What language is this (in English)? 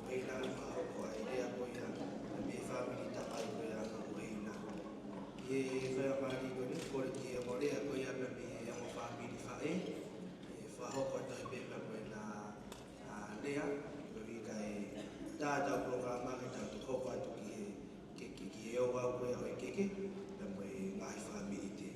Tongan